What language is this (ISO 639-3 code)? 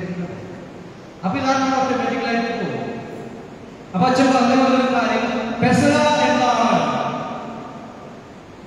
mal